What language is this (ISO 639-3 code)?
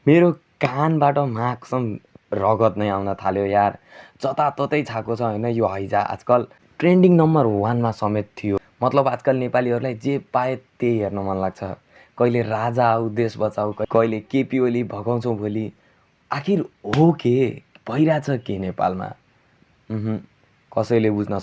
nep